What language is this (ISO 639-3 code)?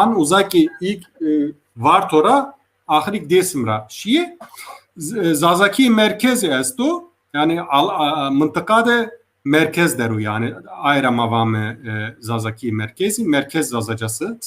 zza